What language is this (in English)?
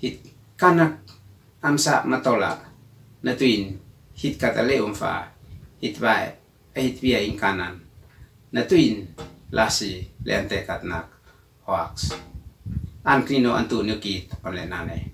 Uab Meto